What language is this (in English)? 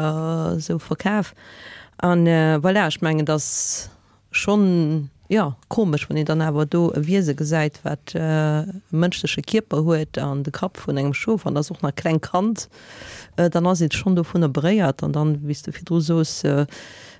Luxembourgish